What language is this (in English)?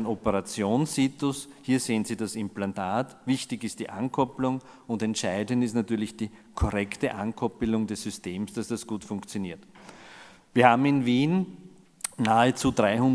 German